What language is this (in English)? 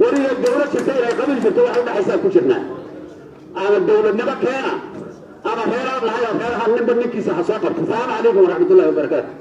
Somali